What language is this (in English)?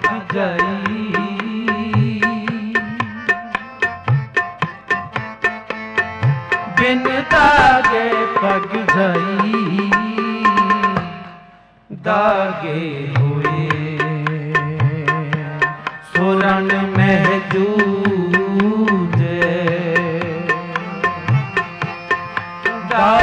Punjabi